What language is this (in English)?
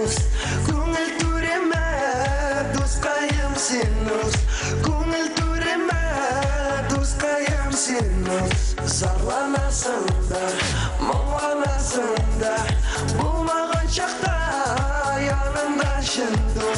Bashkir